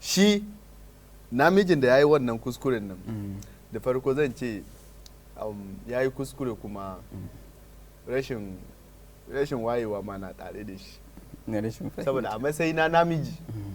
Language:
Hausa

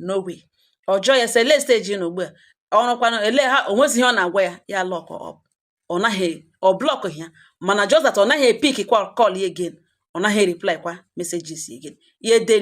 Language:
Igbo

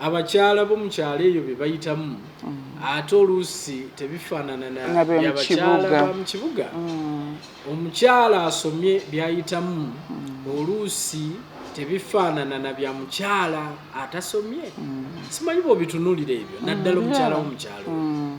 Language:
Ganda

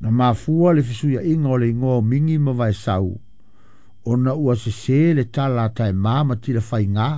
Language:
Samoan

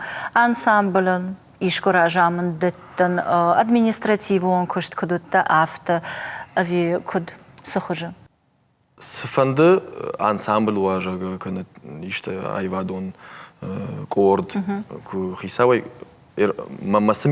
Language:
Ossetic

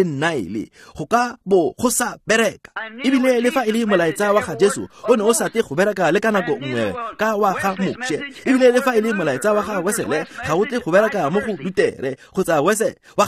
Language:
Tswana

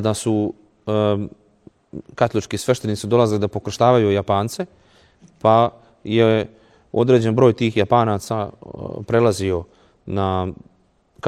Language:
Serbian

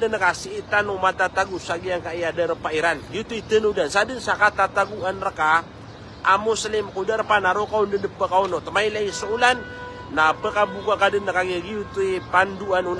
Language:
Maranao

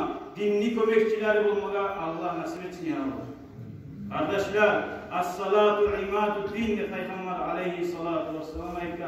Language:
Kumyk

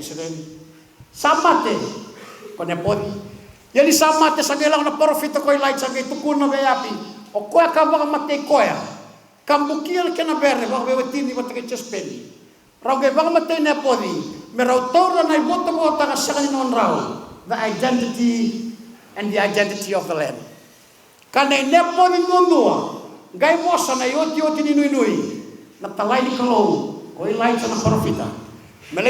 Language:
Fijian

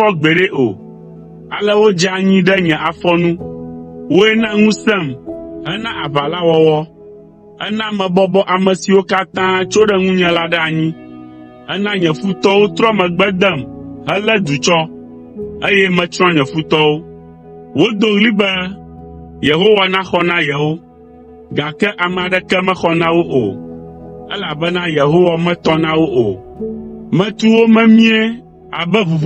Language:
Ewe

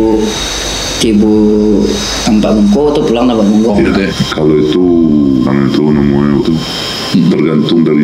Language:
Minangkabau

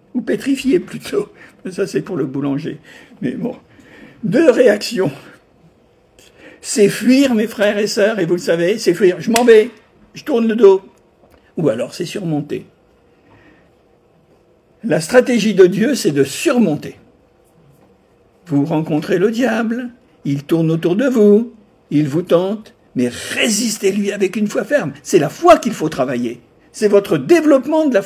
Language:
French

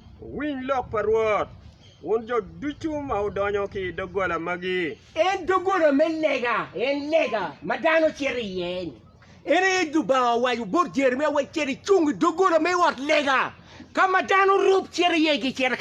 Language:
Acoli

